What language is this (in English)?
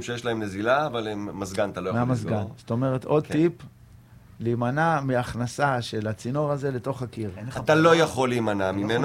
Hebrew